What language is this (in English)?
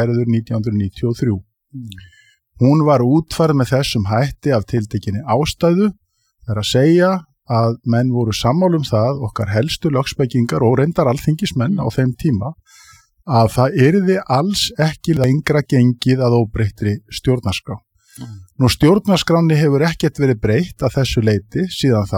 Icelandic